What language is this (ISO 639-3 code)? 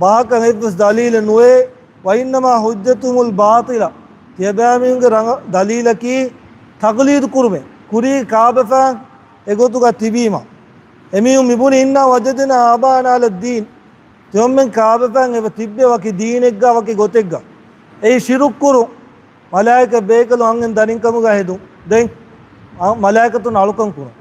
div